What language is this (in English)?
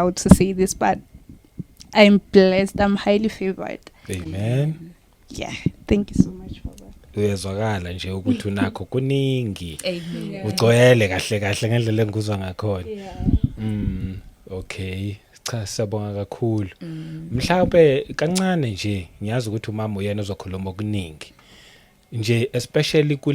Zulu